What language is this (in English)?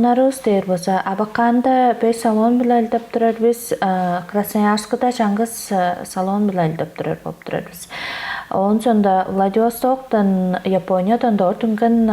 Tuvinian